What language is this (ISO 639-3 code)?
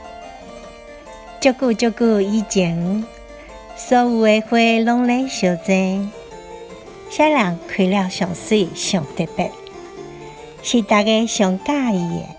nan